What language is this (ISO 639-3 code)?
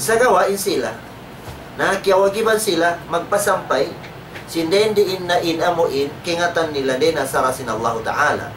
tsg